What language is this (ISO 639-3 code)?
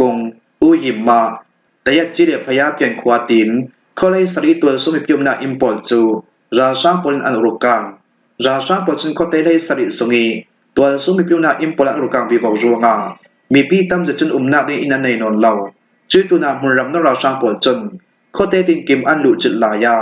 cfm